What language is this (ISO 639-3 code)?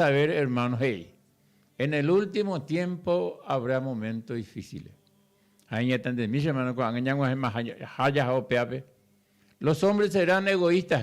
grn